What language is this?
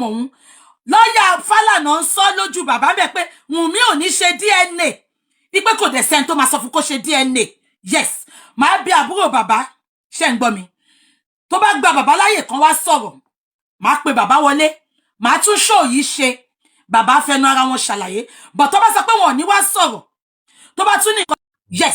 Yoruba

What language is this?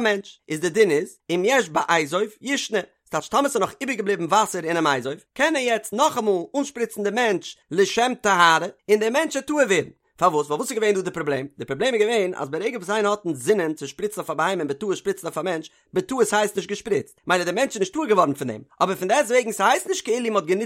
Yiddish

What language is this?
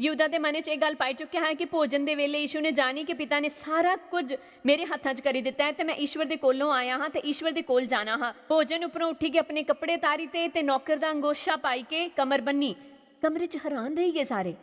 Dogri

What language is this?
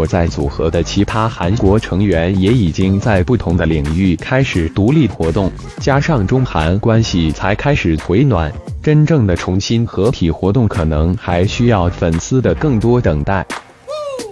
Chinese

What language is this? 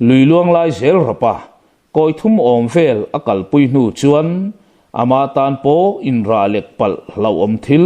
Mizo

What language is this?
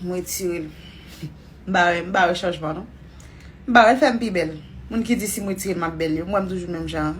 Haitian Creole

